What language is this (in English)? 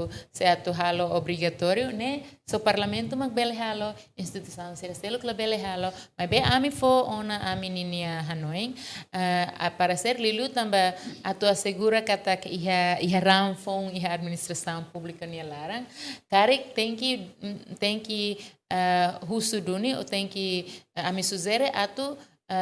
Tetum